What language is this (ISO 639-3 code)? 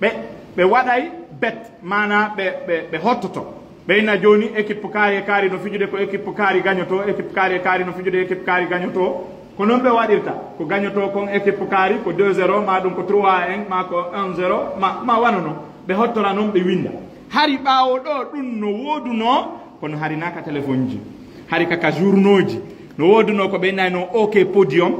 ful